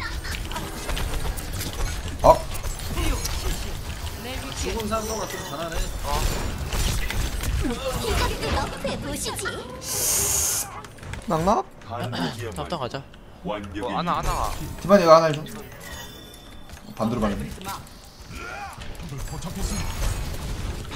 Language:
Korean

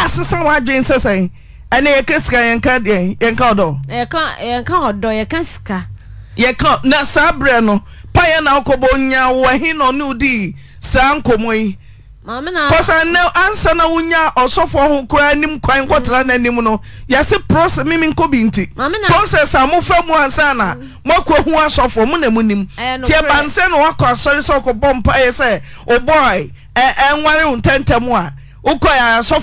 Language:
Akan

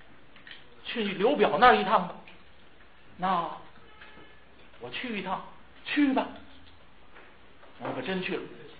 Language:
Chinese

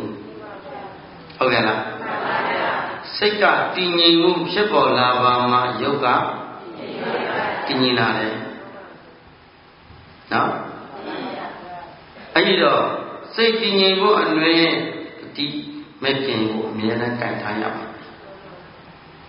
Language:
Burmese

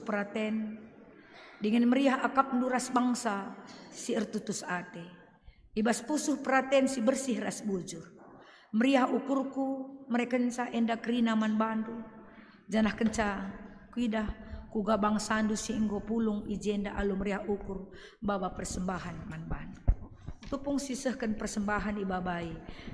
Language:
Batak Karo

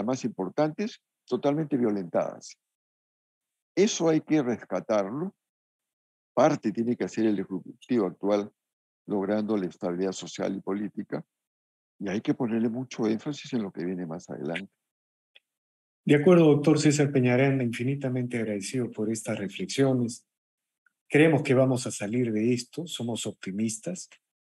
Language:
Spanish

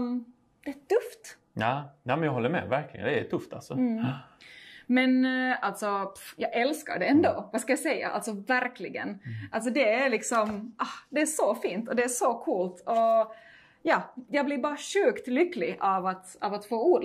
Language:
Swedish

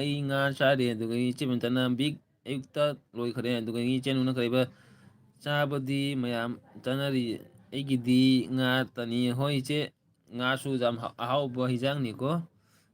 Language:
Manipuri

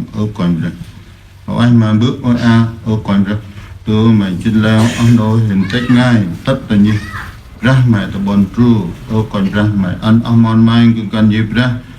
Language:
Central Mnong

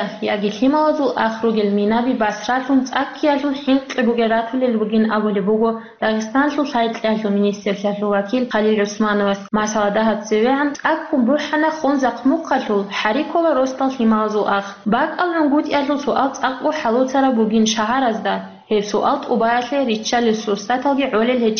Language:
Avaric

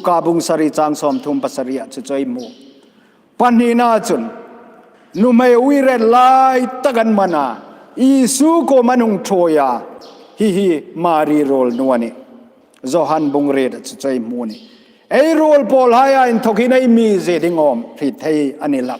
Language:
Hmar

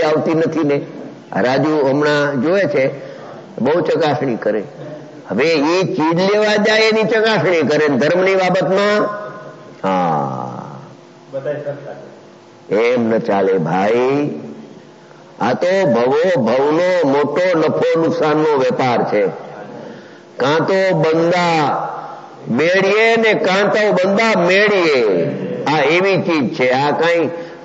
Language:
Gujarati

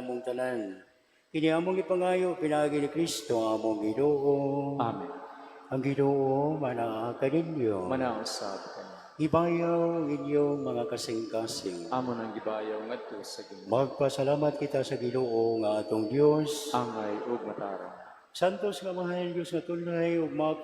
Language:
Cebuano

